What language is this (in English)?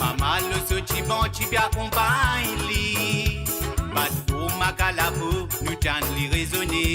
Morisyen